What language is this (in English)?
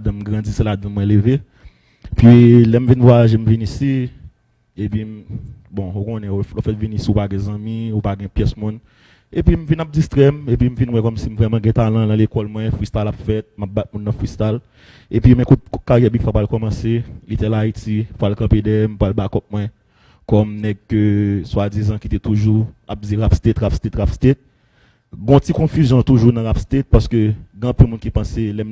Haitian Creole